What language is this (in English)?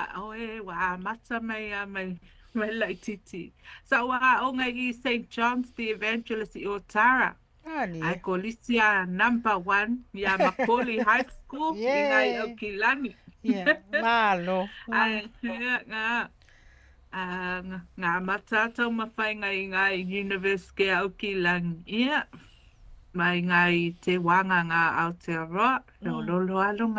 Samoan